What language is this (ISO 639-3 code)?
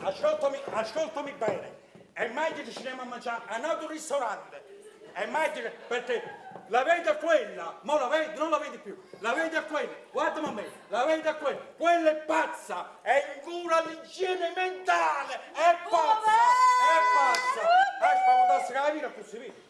nap